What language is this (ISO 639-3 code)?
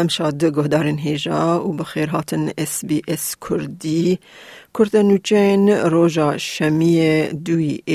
kur